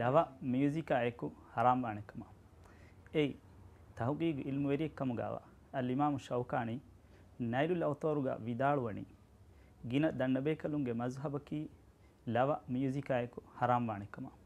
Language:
Divehi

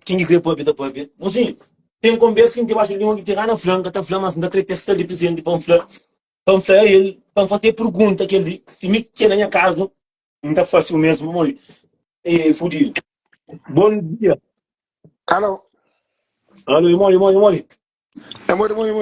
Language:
Kabuverdianu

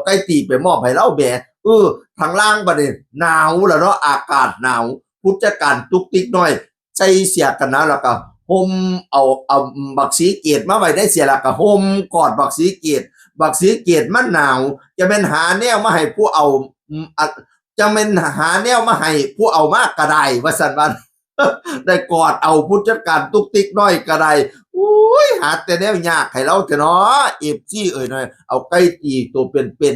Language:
Northeastern Thai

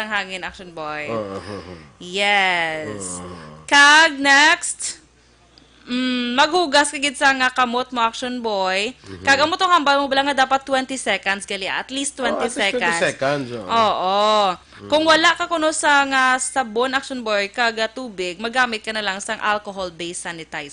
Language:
Hiligaynon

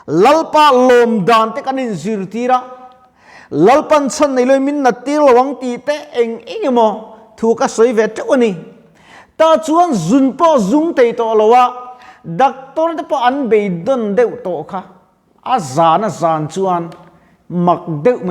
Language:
Mizo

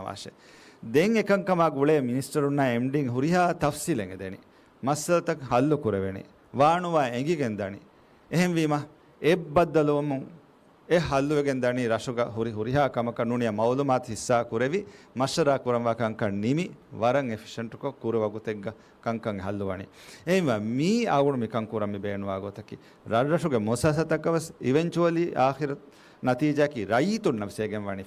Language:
Divehi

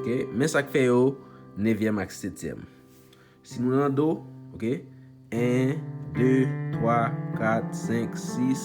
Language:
Haitian Creole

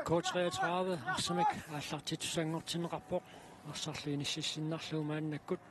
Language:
Kalaallisut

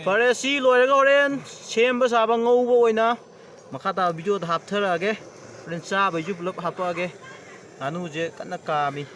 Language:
Manipuri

